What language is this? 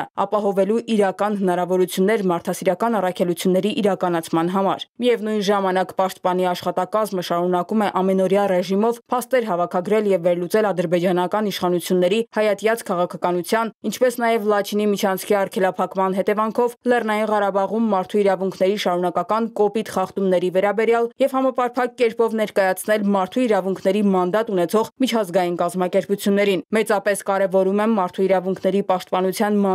Armenian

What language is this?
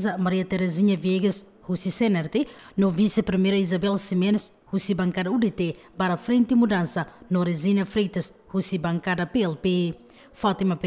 Tetum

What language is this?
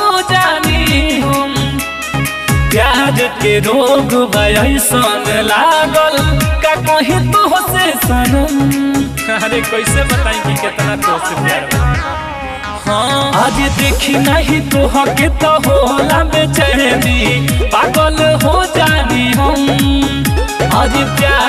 Bhojpuri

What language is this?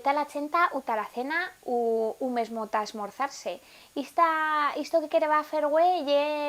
Aragonese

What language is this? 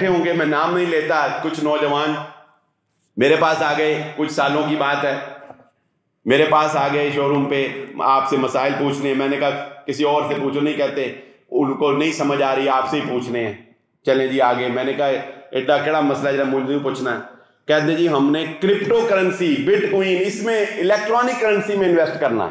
Urdu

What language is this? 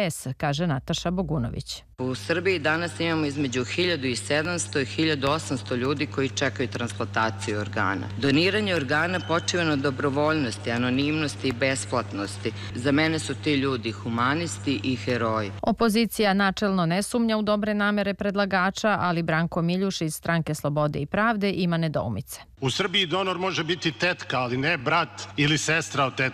Serbian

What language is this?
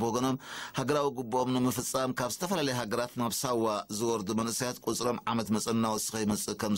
Tigrinya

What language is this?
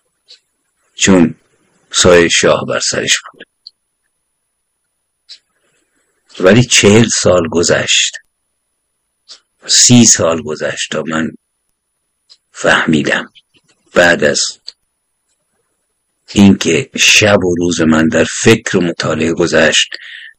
Persian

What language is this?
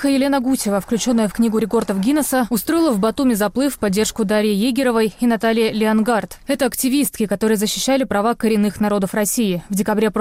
Russian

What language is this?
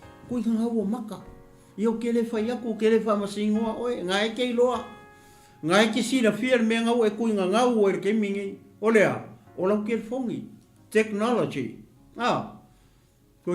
Samoan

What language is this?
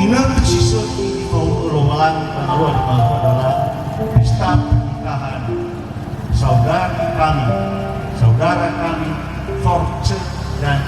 Nias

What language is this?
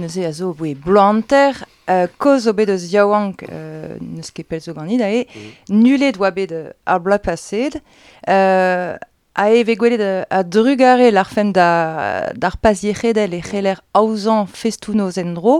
Breton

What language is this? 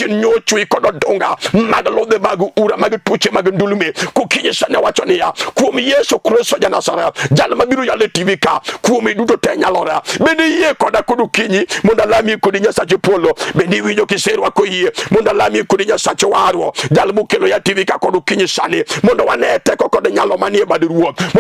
Luo (Kenya and Tanzania)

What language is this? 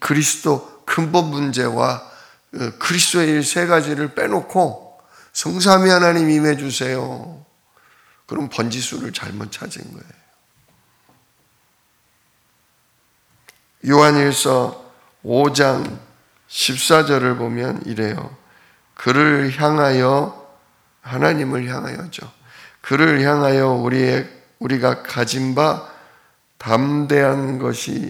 Korean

